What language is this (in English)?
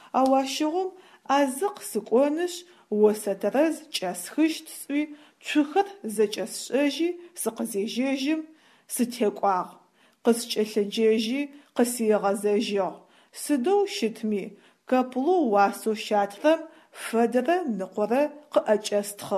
Adyghe